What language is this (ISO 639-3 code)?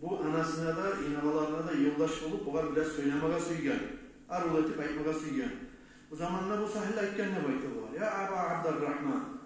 kum